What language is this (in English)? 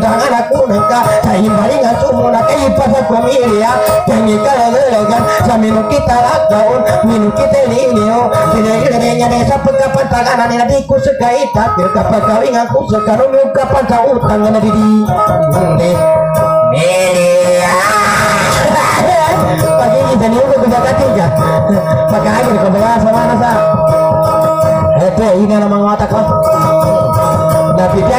Indonesian